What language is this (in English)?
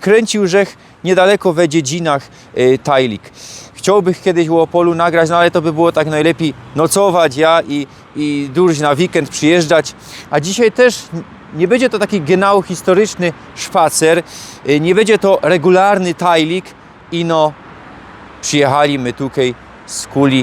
Silesian